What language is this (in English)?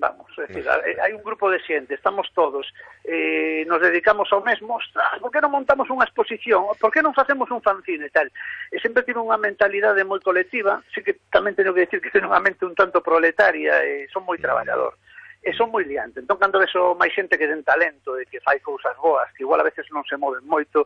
Galician